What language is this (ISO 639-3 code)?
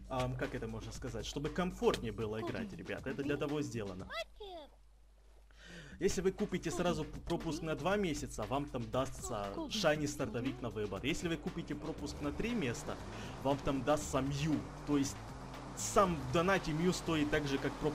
rus